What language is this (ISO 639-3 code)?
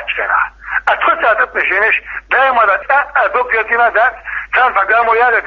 che